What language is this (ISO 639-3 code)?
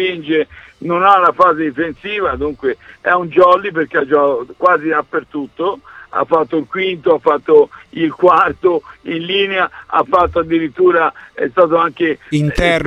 ita